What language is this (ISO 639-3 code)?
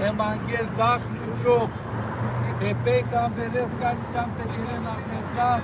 rmn